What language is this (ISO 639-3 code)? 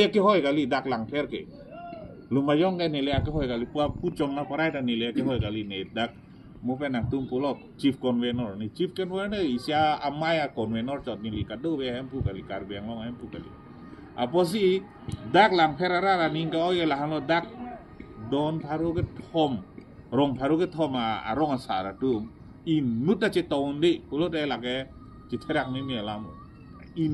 mjw